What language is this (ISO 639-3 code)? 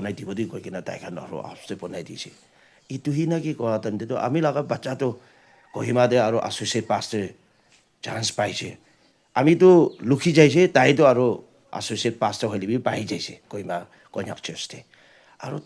nag